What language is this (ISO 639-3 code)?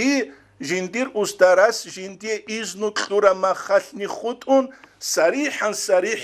ava